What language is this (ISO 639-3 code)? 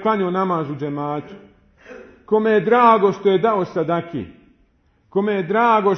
bos